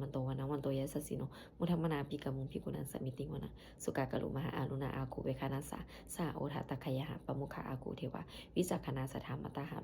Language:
Pali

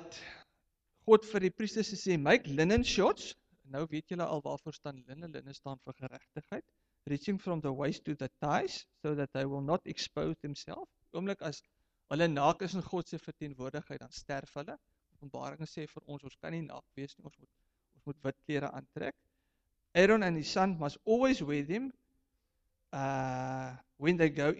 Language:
Afrikaans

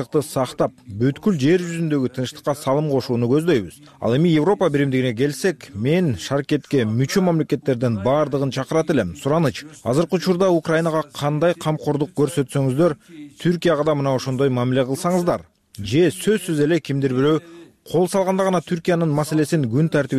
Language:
Kyrgyz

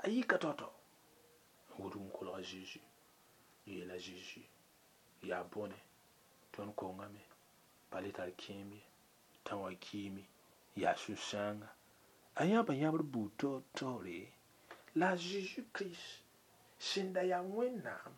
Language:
Mossi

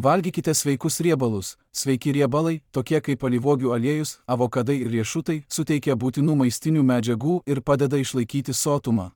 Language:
Lithuanian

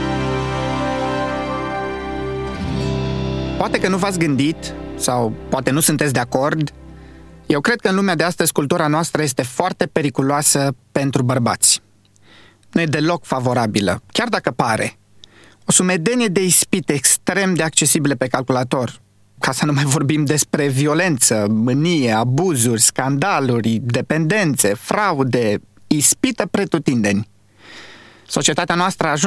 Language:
Romanian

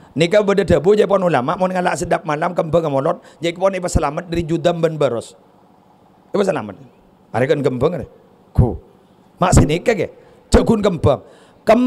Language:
Madurese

